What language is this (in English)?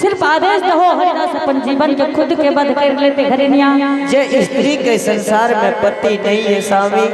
Angika